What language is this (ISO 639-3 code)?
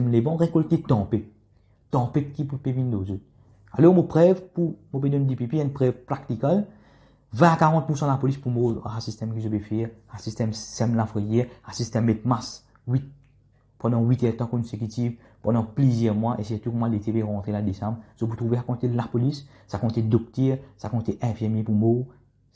mfe